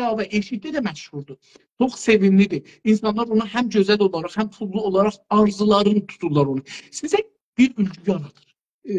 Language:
South Azerbaijani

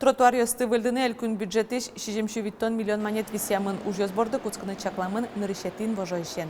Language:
Udmurt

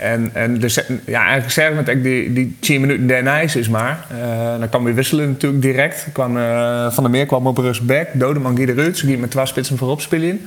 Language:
Western Frisian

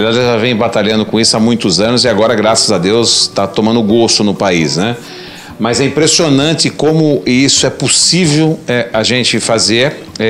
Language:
Portuguese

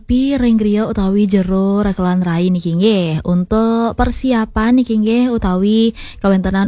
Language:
Balinese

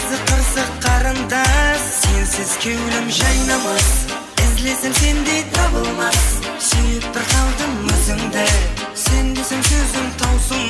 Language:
Kara-Kalpak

